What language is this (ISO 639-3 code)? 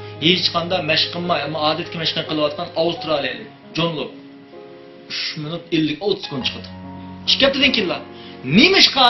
uig